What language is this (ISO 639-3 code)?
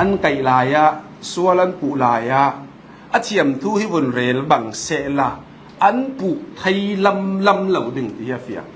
cfm